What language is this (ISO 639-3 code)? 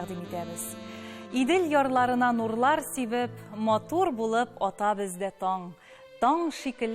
tat